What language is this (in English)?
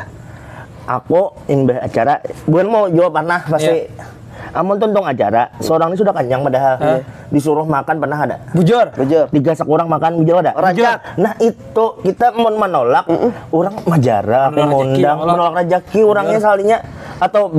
Banjar